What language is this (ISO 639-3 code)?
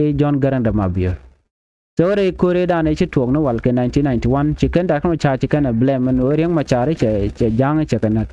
nus